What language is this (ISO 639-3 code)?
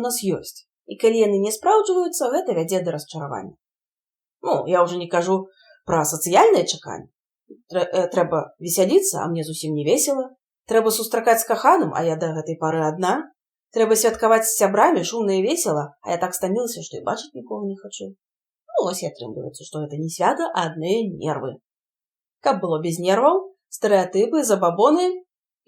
bel